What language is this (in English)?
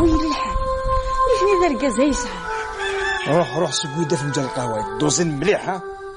Kabyle